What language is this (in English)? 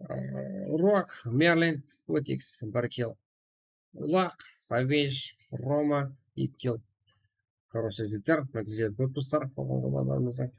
Kara-Kalpak